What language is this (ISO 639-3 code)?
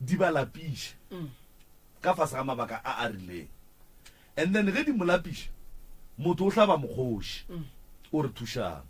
nso